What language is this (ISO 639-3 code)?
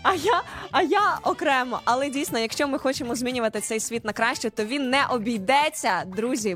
ukr